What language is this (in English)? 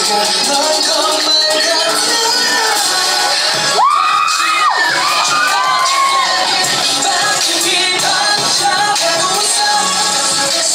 Korean